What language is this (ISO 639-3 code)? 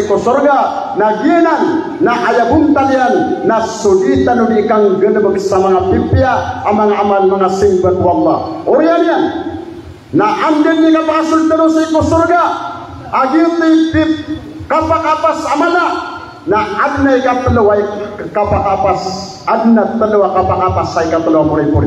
mrw